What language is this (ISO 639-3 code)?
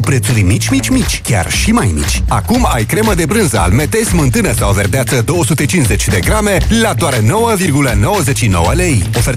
ron